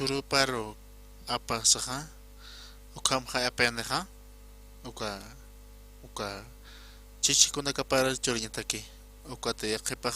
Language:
Aymara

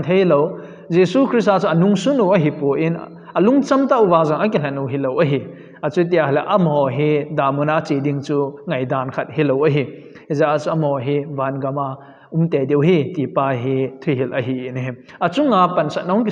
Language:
Thado Chin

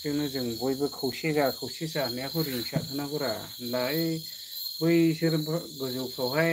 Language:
Bodo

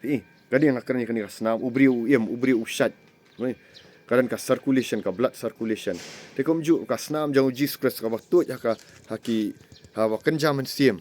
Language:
Khasi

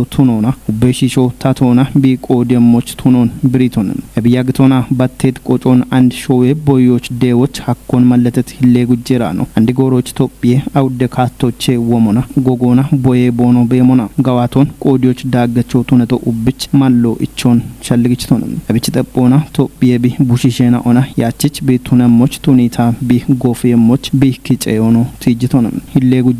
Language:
Kafa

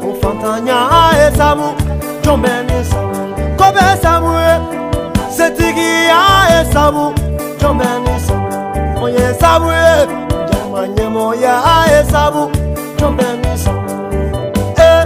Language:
Bambara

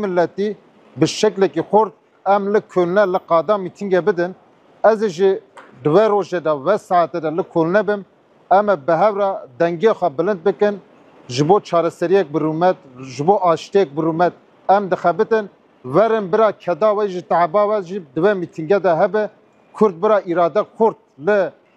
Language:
Kurdish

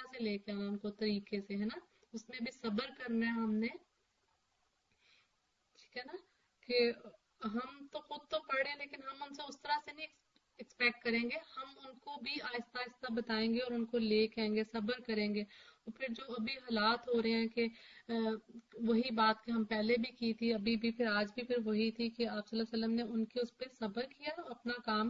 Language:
Urdu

